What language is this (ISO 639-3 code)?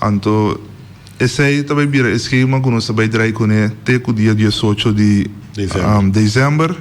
pap